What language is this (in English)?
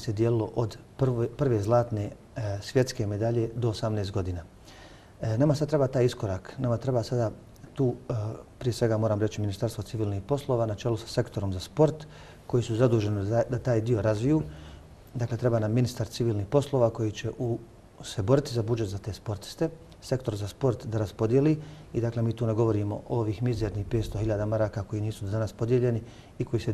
Bosnian